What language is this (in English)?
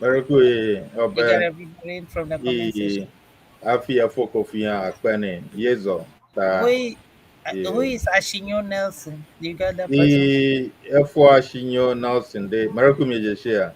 Ewe